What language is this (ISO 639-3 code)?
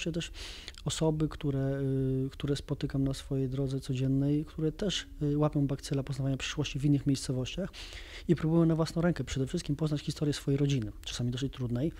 pol